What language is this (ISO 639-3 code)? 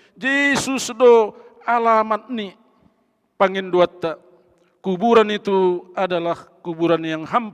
bts